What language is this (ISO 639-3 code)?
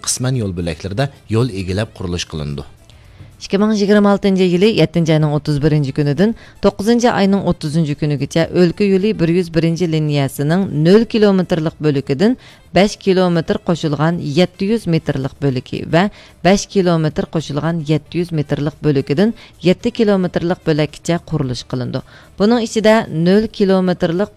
uig